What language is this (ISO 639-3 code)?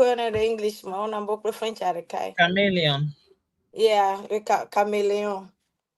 ewe